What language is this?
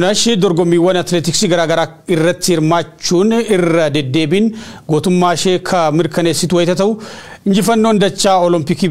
Oromo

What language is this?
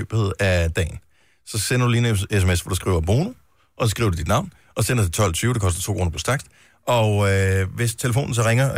Danish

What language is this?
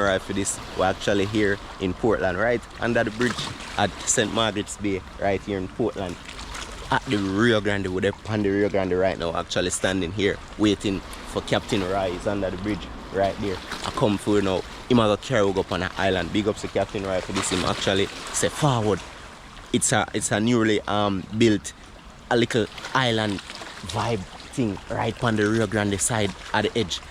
Jamaican Creole English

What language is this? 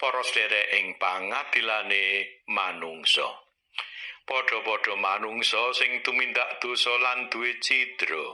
Javanese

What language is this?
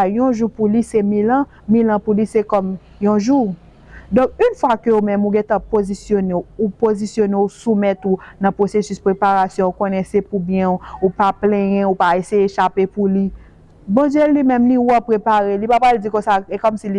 Haitian Creole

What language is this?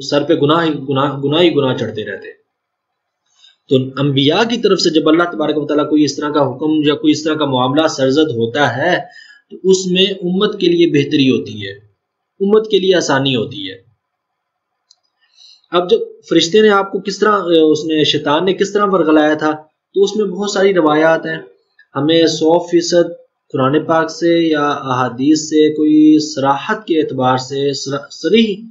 Urdu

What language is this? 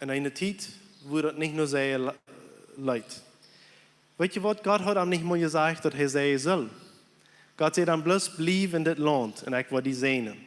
Plautdietsch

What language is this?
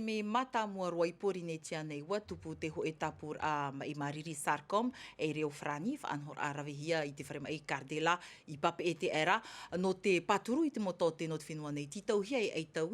Tahitian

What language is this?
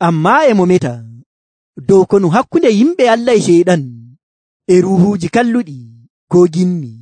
Nigerian Fulfulde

